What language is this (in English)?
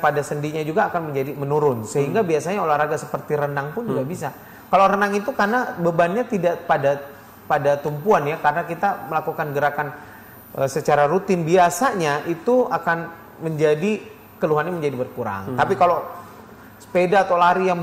Indonesian